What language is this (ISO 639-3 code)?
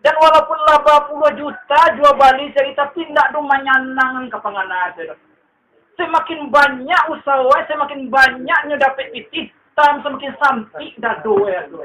min